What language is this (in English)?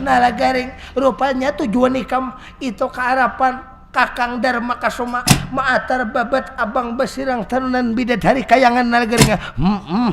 Banjar